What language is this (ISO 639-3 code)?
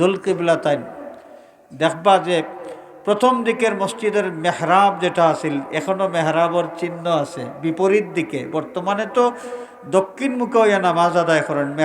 syl